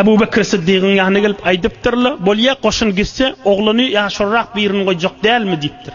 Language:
Turkmen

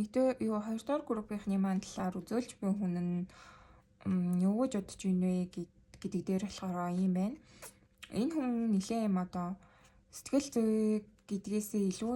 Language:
Mongolian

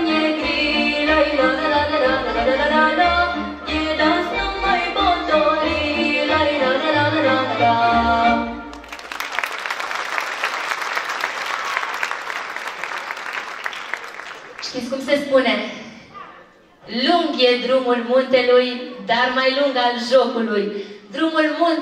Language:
Romanian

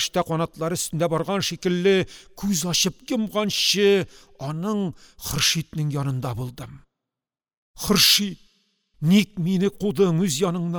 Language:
Tatar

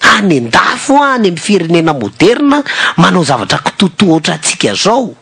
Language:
Malagasy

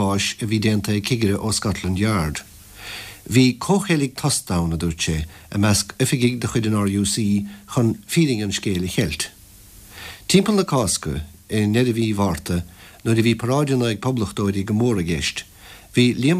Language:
Irish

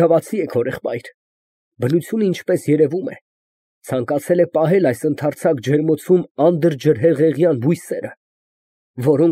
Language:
Armenian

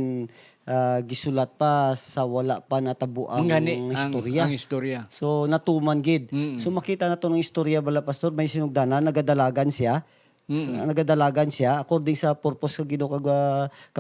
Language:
Hiligaynon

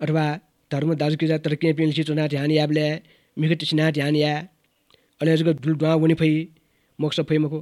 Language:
Newari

